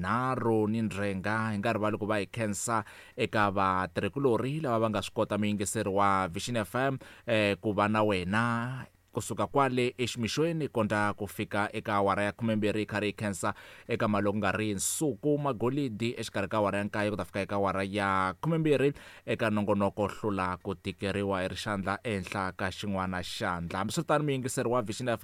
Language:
Tsonga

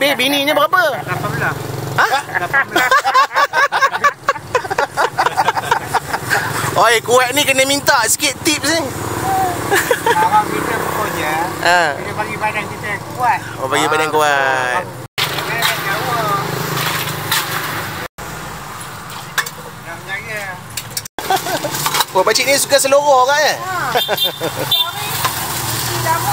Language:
Malay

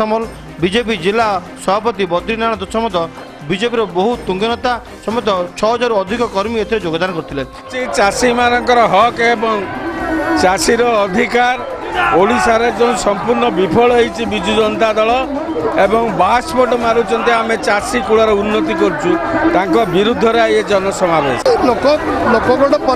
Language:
Odia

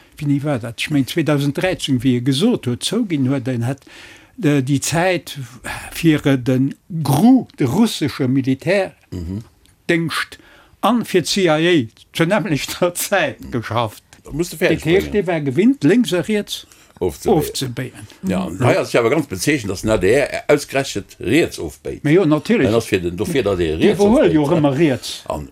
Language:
Luxembourgish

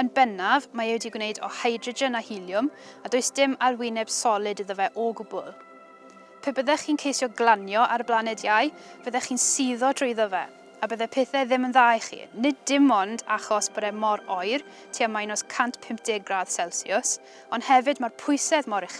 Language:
Welsh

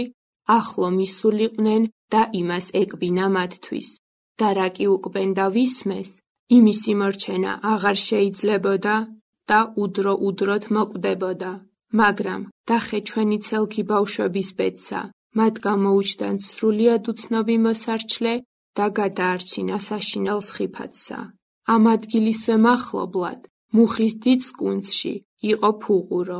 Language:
Georgian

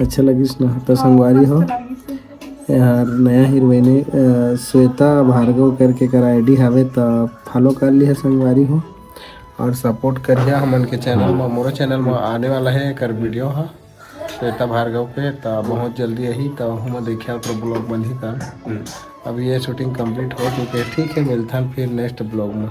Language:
Chhattisgarhi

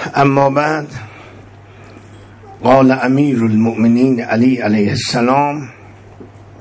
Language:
Persian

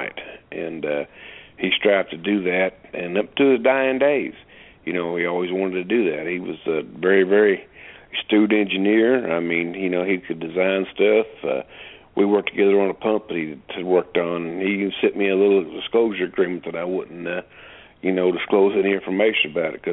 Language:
English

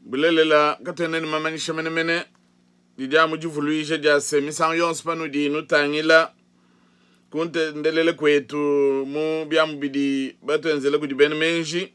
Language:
Luba-Lulua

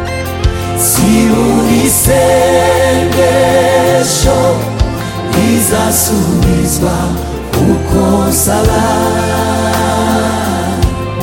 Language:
Kinyarwanda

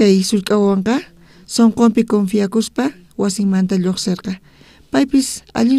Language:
South Bolivian Quechua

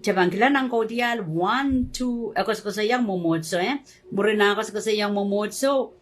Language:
Pohnpeian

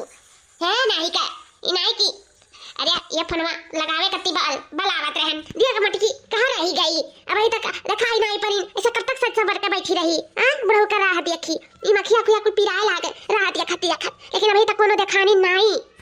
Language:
Awadhi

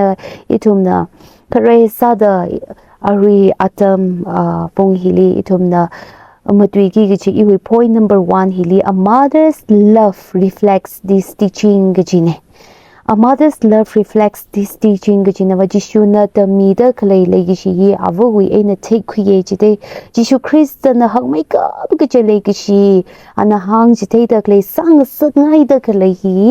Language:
Tangkhul Naga (India)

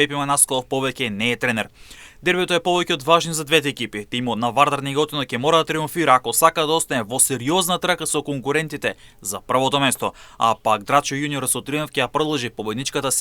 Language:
Macedonian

